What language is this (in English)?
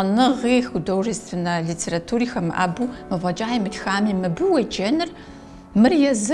Kabardian